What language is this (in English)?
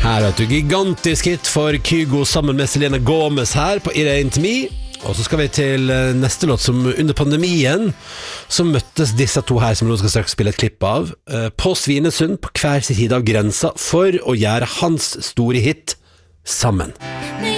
Norwegian